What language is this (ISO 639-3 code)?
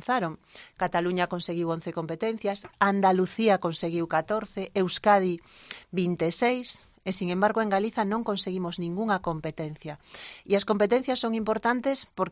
glg